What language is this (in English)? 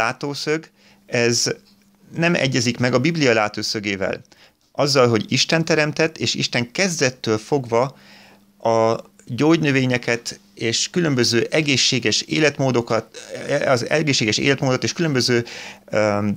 Hungarian